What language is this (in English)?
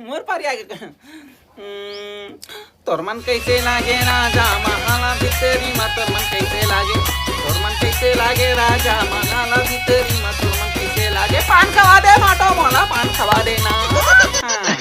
Chhattisgarhi